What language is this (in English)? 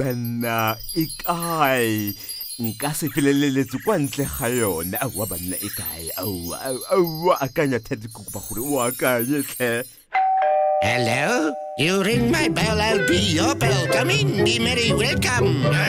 Tswana